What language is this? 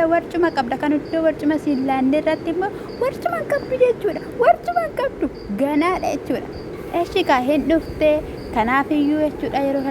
Oromo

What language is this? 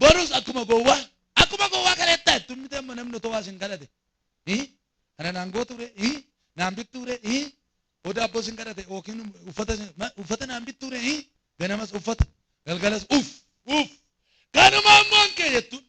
Oromo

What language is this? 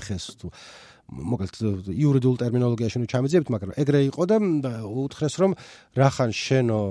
Georgian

